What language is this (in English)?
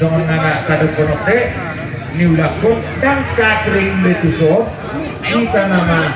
Batak Toba